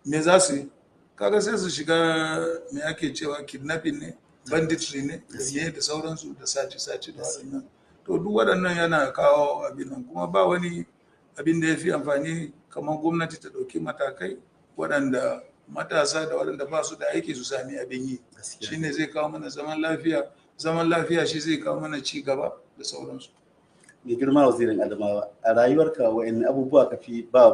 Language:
Hausa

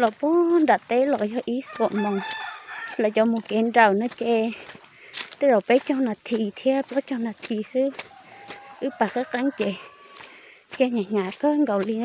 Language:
Hmong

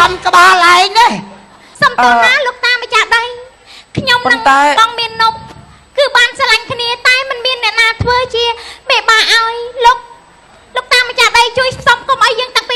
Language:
Khmer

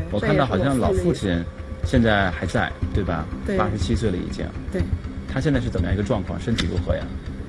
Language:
Chinese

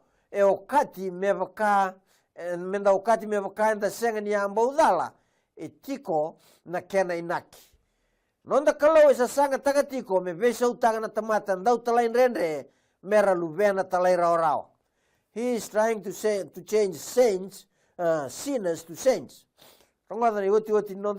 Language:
Fijian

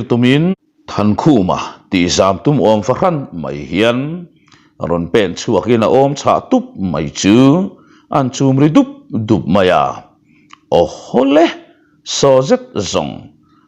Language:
Mizo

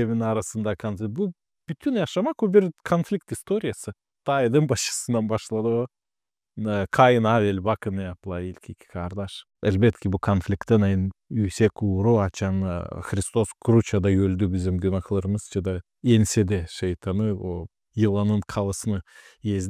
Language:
Gagauz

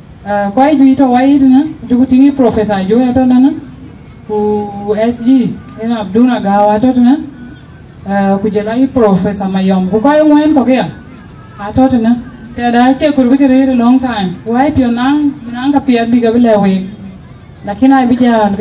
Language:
Dinka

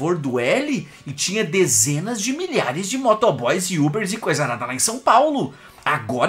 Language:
Portuguese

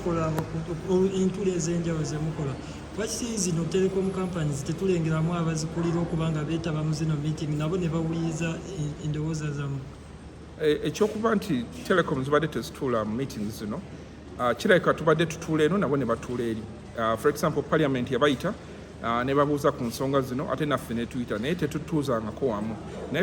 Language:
Ganda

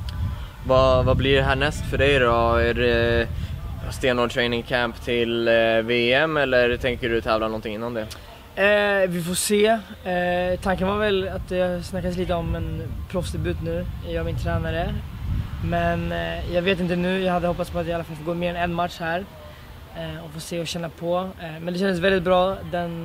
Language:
Swedish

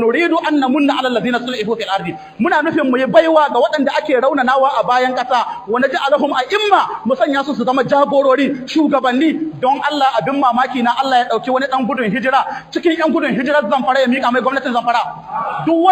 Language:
Hausa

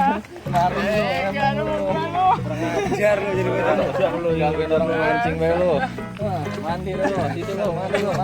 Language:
Betawi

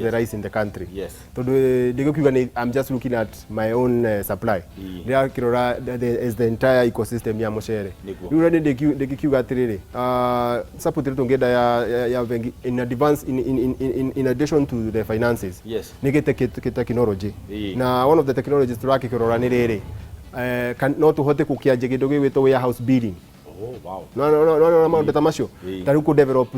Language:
Kikuyu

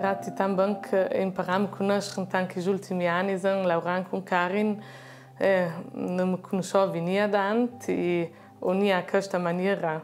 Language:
Ladin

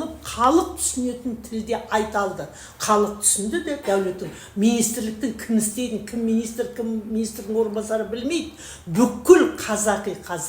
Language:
Kazakh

